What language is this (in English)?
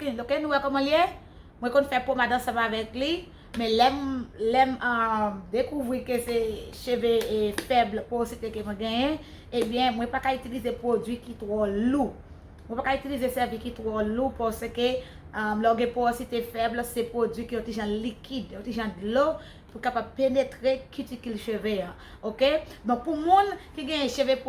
Haitian Creole